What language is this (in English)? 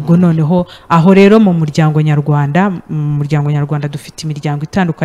Kinyarwanda